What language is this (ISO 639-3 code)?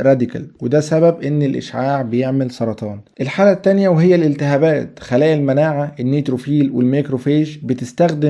arz